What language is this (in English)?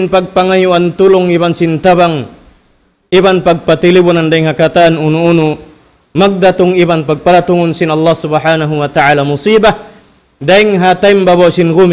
Tausug